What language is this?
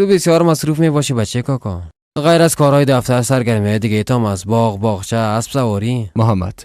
Persian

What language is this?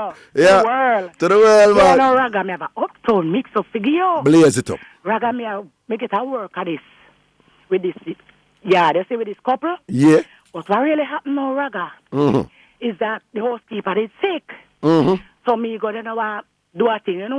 Jamaican Creole English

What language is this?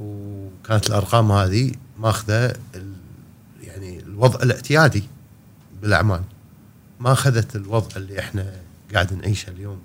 Gulf Arabic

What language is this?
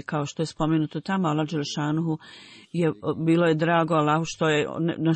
Bosnian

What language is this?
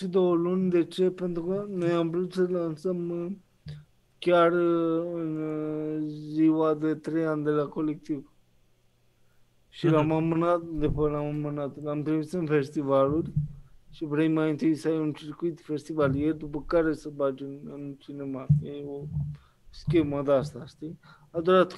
Romanian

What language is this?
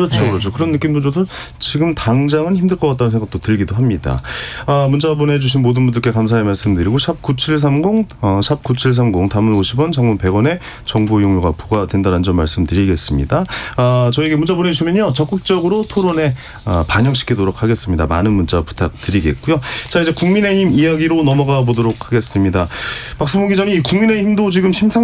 Korean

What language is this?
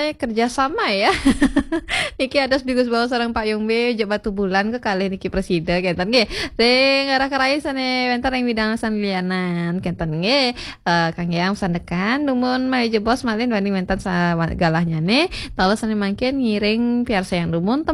Balinese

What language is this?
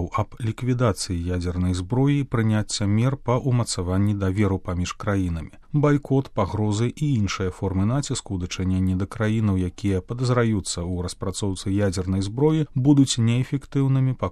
Belarusian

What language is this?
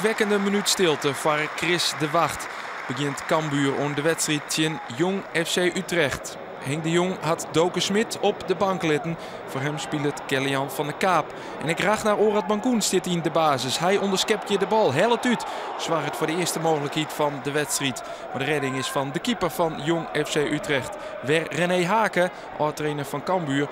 Western Frisian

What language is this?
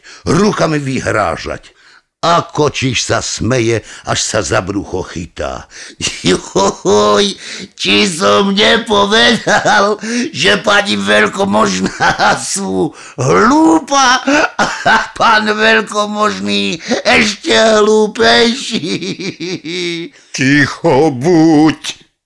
Slovak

